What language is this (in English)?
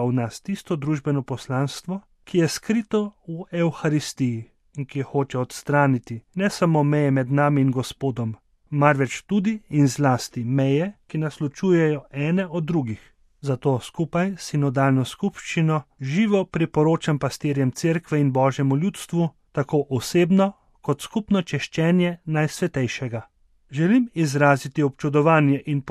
Slovenian